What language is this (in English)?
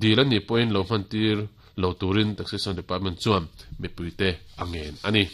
Mizo